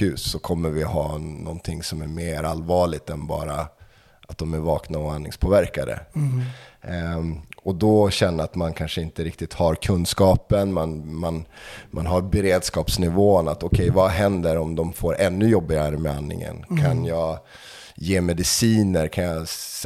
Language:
Swedish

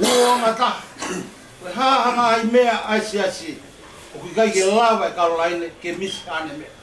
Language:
Tongan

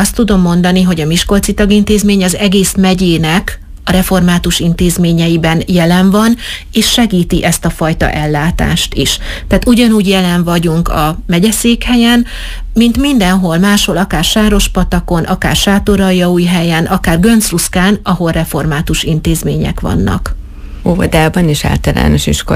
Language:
Hungarian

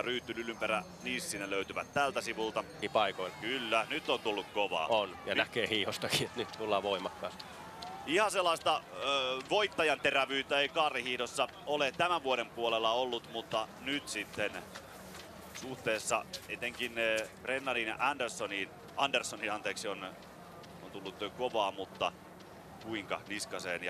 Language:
Finnish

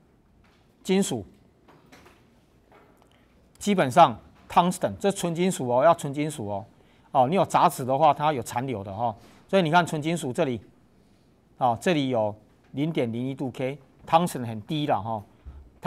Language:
Chinese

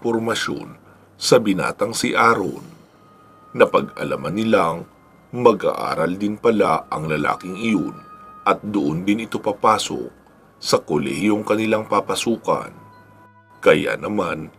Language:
Filipino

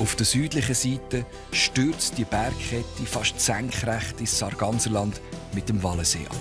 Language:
Swiss German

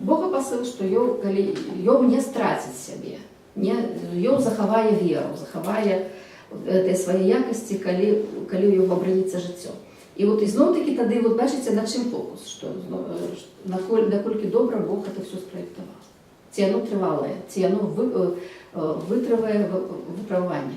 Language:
Belarusian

